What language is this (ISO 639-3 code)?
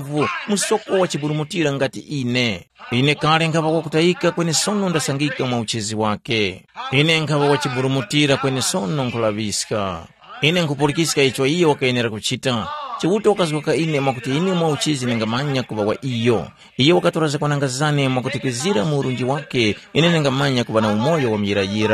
tum